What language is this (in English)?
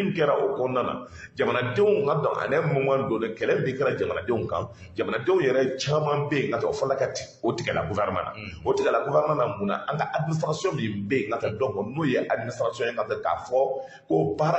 Bambara